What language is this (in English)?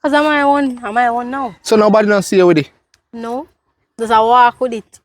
Jamaican Creole English